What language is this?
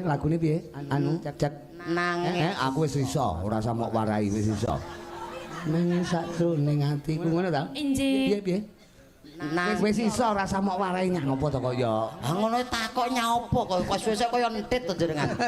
Javanese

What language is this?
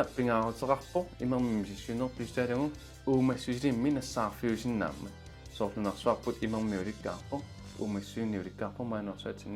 Kalaallisut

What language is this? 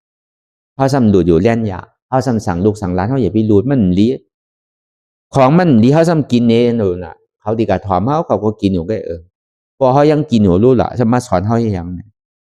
Shan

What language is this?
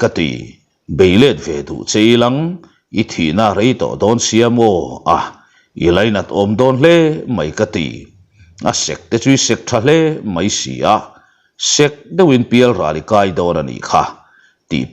Mizo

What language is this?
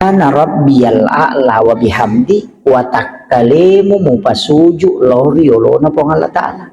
Buginese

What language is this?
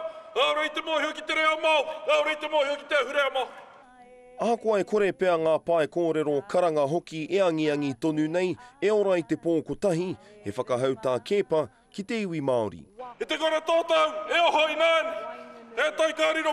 Māori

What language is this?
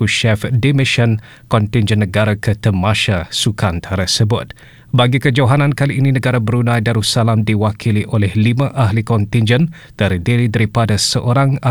Malay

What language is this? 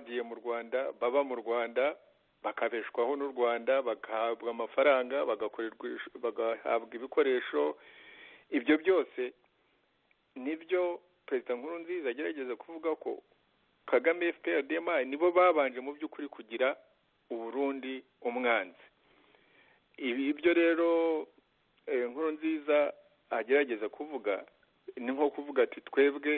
Kinyarwanda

